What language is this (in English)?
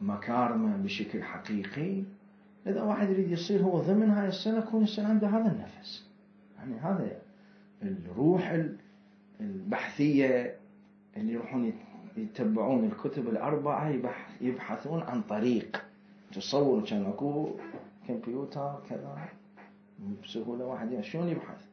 Mesopotamian Arabic